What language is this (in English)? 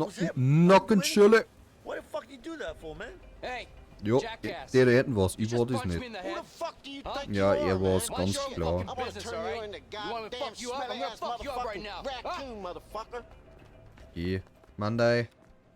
Bavarian